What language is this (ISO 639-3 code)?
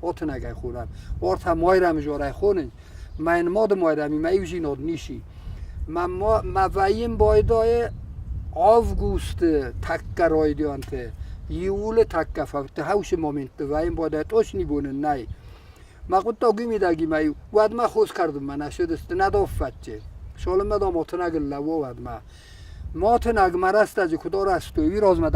oss